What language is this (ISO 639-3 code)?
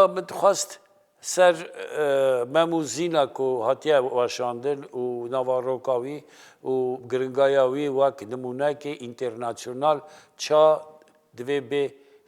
kur